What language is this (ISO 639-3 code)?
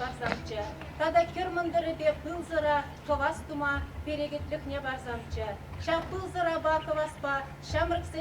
chv